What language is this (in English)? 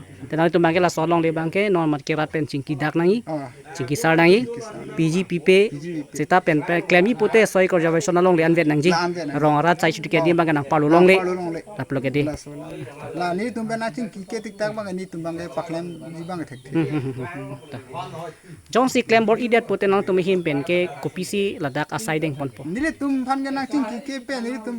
Karbi